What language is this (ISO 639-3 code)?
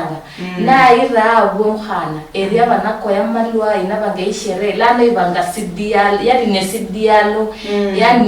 luy